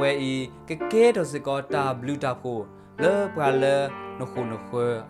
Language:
S'gaw Karen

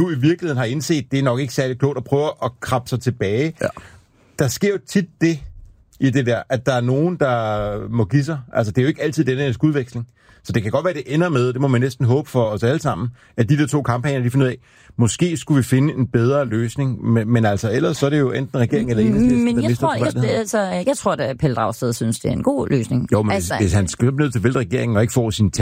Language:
Danish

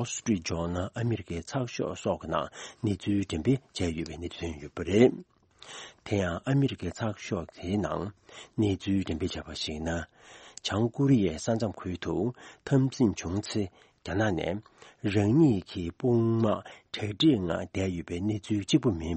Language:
Tibetan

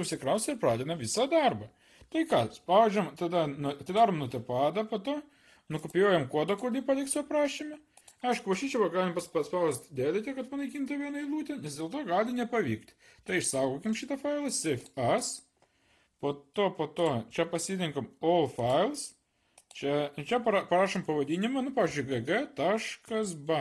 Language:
Lithuanian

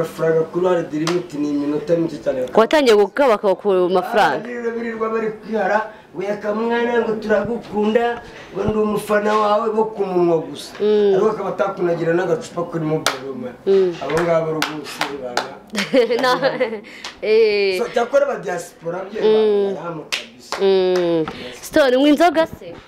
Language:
Kinyarwanda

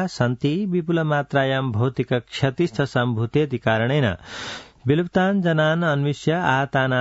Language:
Sanskrit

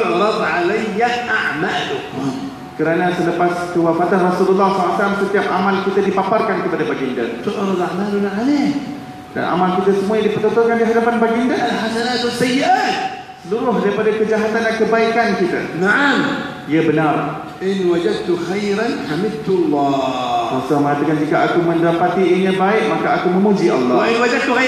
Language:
Malay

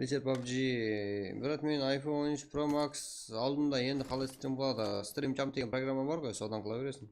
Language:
Kara-Kalpak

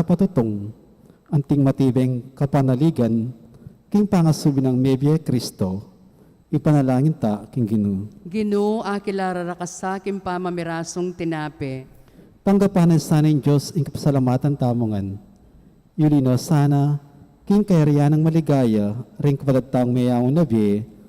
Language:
Pampanga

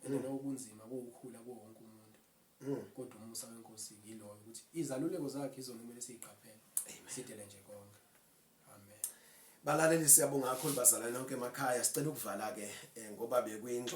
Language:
Zulu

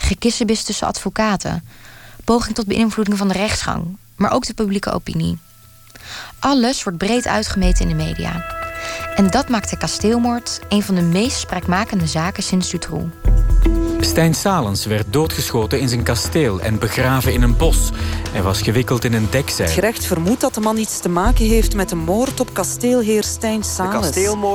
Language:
Dutch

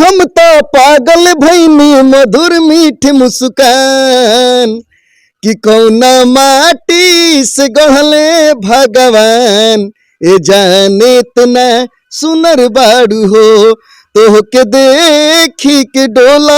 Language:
Bhojpuri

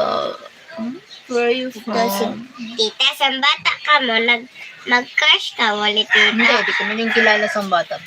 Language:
Bikol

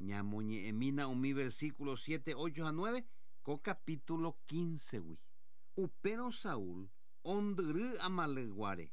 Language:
Guarani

